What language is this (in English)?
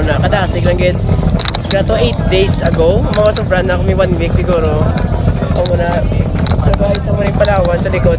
Hiligaynon